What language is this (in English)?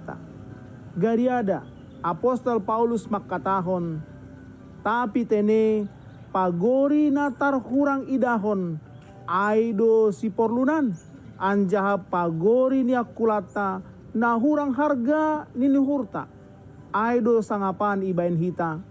Batak Simalungun